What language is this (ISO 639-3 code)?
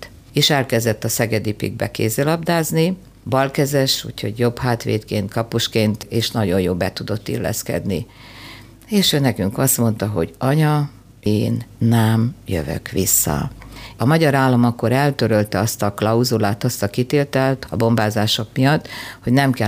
hun